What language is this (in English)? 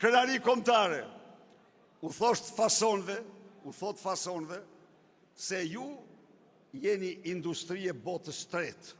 Albanian